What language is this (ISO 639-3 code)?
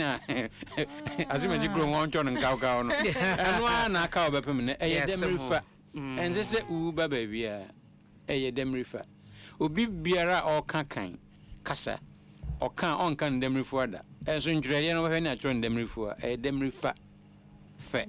aka